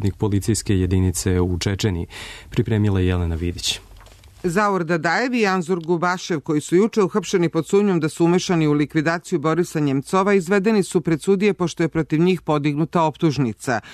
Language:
Serbian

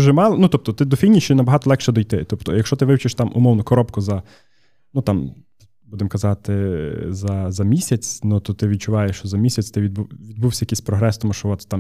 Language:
Ukrainian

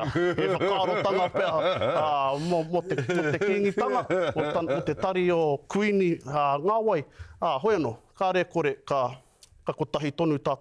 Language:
Māori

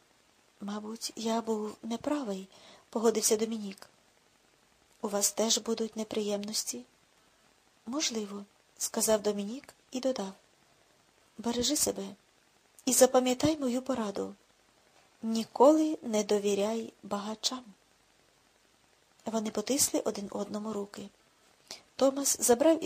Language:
Ukrainian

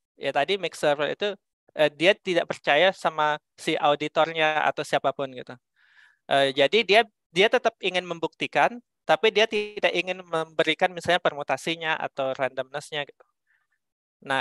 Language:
Indonesian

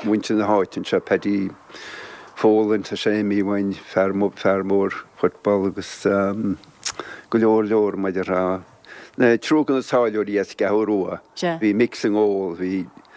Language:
Irish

